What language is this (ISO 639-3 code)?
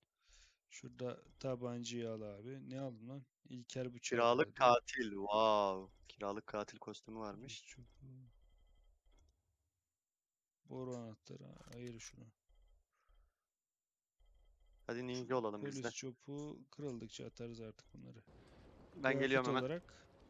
tur